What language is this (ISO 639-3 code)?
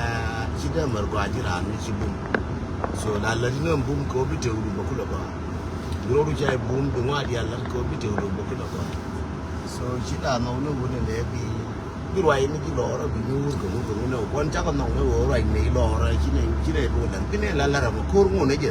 nus